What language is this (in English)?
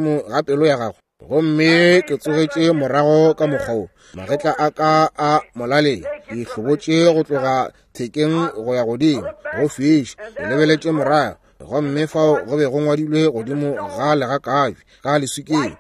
Northern Sotho